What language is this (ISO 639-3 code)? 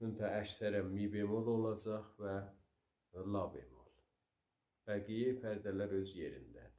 azb